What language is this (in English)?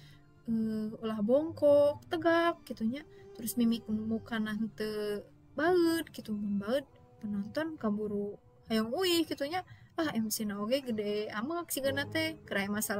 Sundanese